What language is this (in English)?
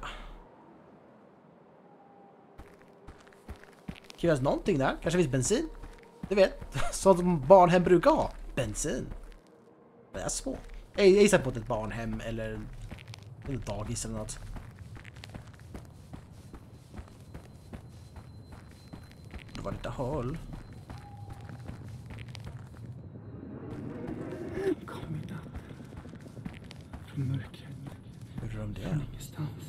Swedish